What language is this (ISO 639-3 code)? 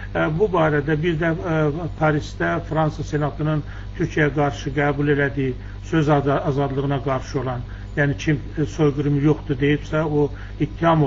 aze